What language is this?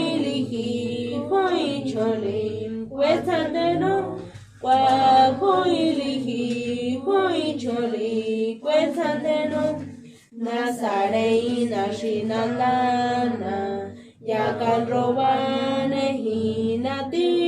San Jerónimo Tecóatl Mazatec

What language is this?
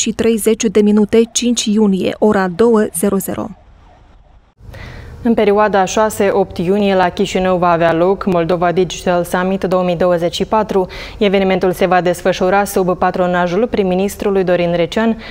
Romanian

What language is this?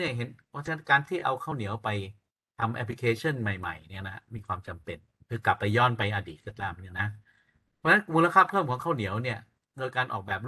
Thai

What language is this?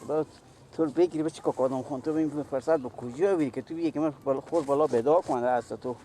Persian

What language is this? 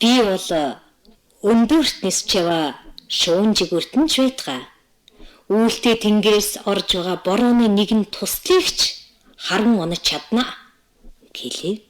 Mongolian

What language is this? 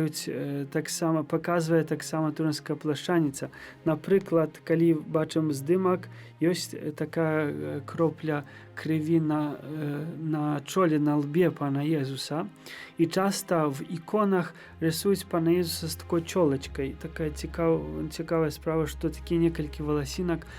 Belarusian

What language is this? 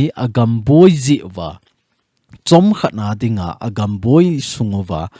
Thado Chin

